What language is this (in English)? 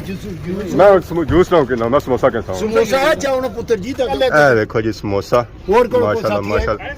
Pahari-Potwari